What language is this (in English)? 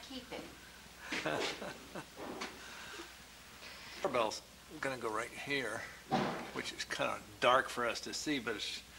English